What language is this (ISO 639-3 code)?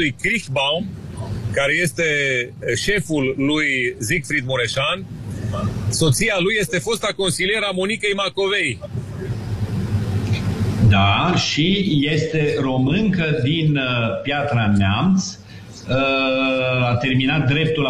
ron